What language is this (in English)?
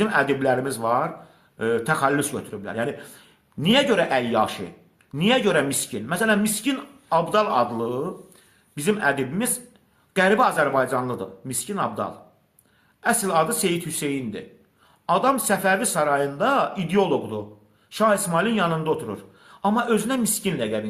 Azerbaijani